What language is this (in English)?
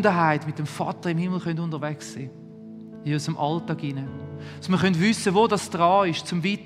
Swiss German